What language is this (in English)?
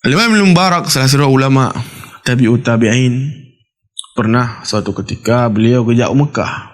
Achinese